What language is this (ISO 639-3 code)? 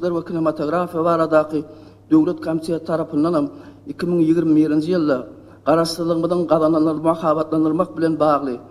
tuk